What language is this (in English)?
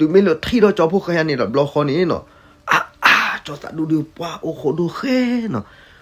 S'gaw Karen